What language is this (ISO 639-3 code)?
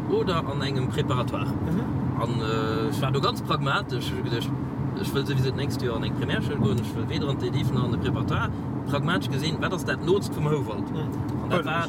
ltz